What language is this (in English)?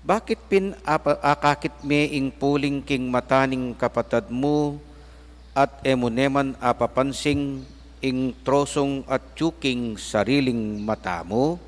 Pampanga